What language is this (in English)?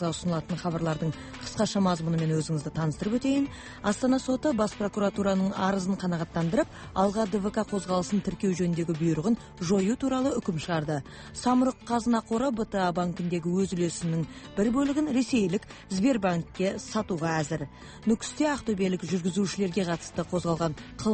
Kazakh